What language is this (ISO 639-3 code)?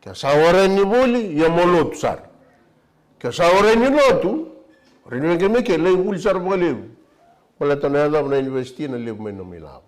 fij